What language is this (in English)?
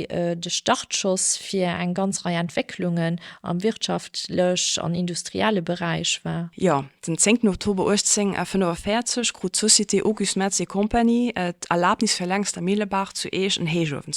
Luxembourgish